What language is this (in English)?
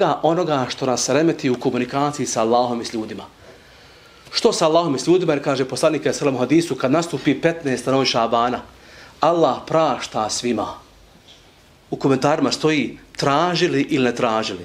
Bosnian